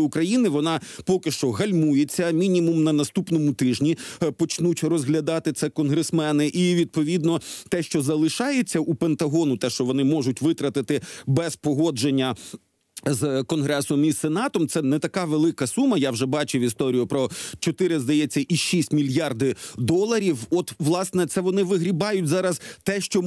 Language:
Ukrainian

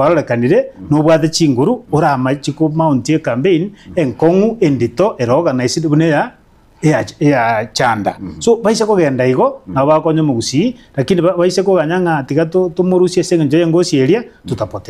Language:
Gusii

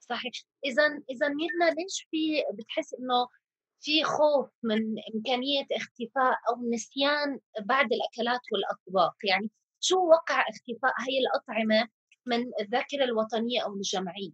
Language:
North Levantine Arabic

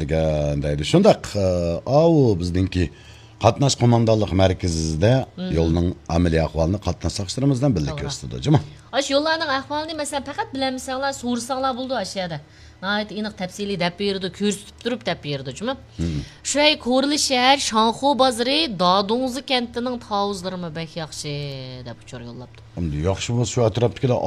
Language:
Uyghur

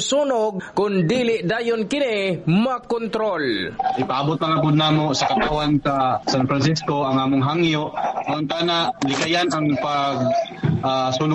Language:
Cebuano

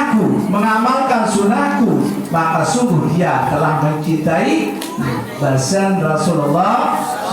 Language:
Sasak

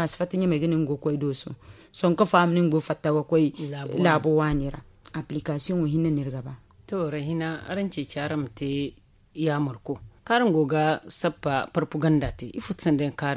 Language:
Zarma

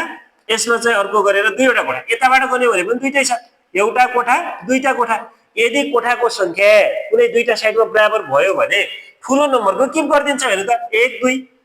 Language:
Nepali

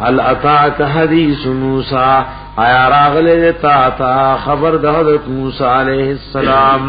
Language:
Pashto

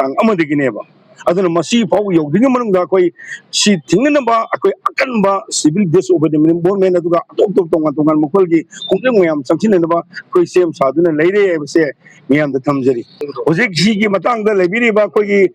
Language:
Manipuri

